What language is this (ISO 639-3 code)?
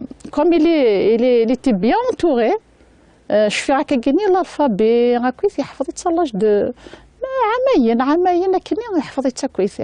kab